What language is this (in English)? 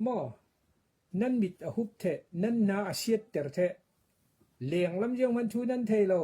Falam Chin